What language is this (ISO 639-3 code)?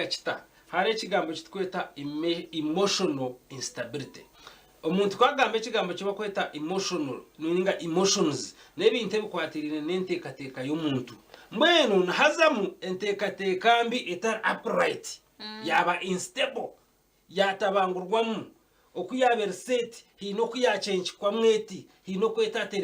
nyn